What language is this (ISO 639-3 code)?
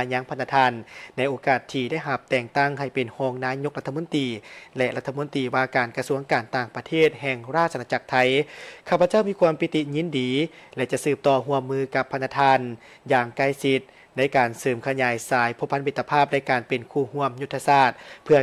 lao